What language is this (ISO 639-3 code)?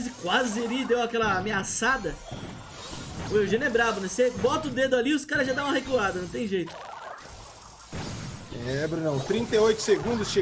por